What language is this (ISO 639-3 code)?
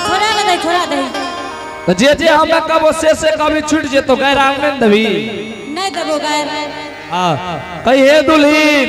anp